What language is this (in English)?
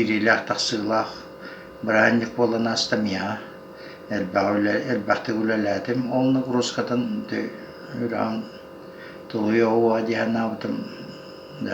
Yakut